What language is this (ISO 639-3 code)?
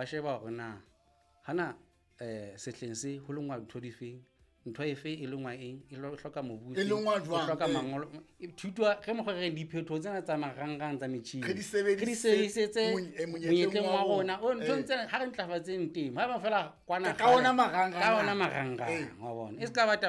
sot